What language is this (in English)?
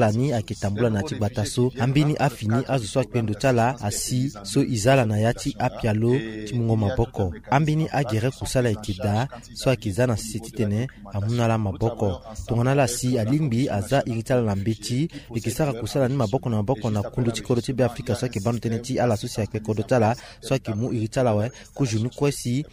Sango